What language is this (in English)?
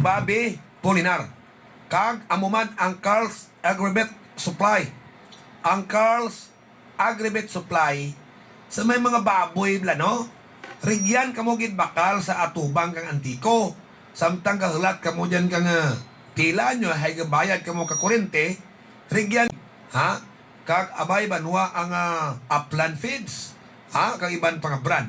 Hiligaynon